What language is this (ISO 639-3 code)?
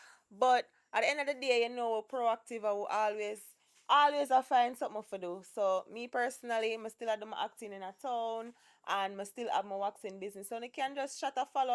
jam